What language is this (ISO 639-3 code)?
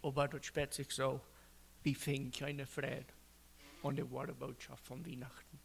pdt